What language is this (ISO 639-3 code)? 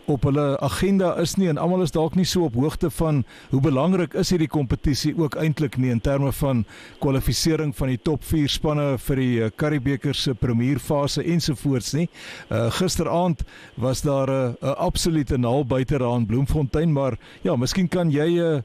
afr